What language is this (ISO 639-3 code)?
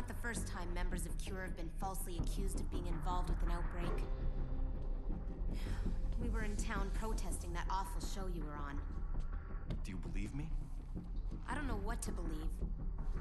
eng